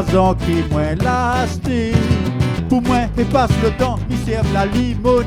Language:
Réunion Creole French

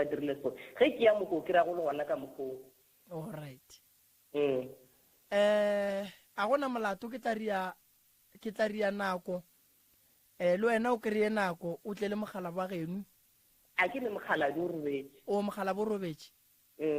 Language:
Northern Sotho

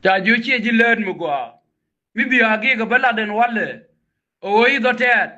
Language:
Nuer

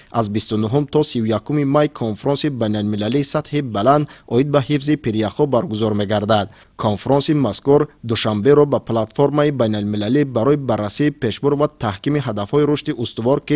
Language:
Tajik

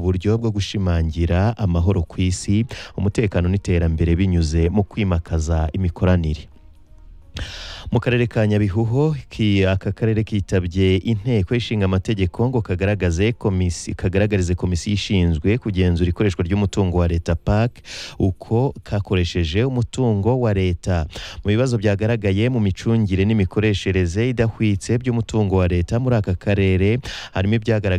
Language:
Kinyarwanda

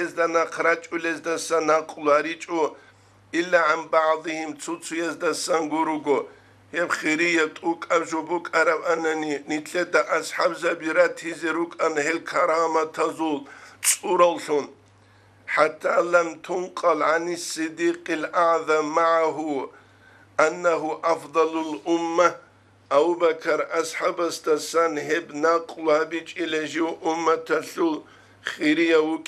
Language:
Avaric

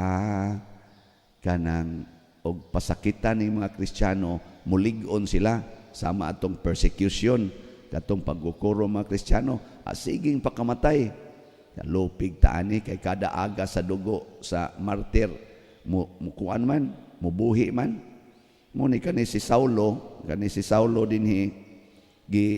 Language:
Cebuano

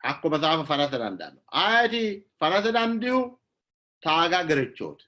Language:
Sidamo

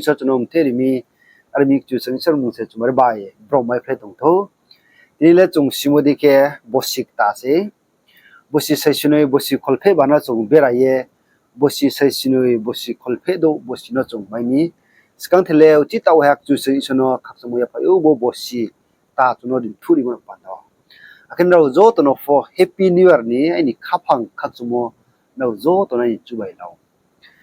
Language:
Riang (India)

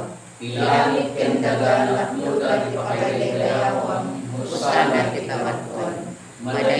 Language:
Iloko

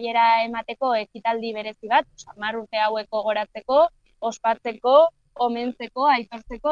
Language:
Basque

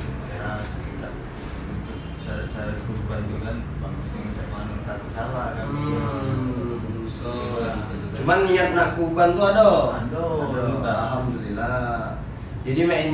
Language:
Musi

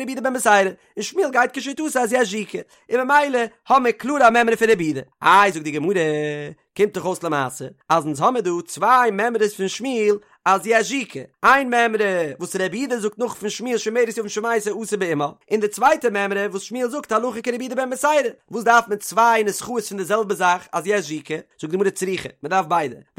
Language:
Yiddish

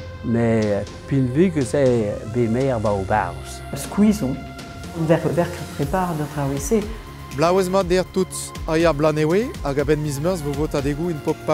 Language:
Breton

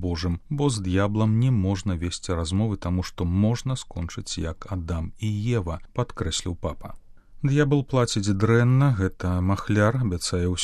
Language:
Belarusian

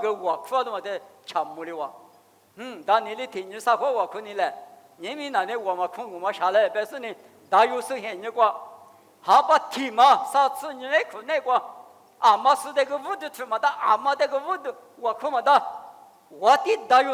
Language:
Lisu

